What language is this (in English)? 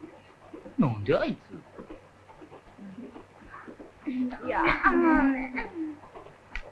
Japanese